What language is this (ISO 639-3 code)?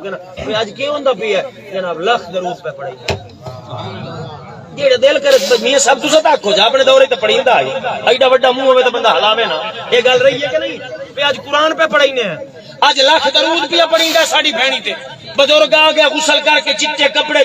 skr